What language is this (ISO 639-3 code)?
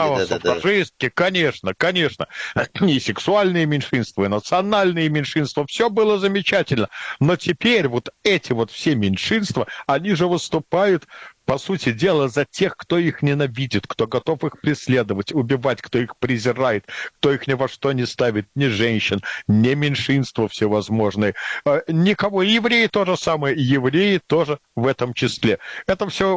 rus